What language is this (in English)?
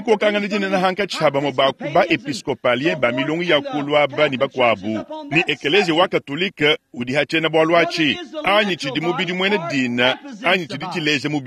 Luba-Lulua